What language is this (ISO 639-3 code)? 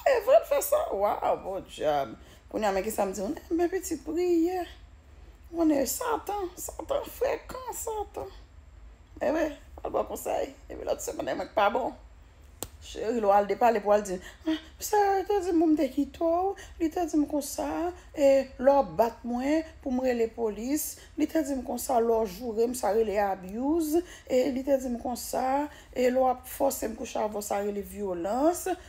hat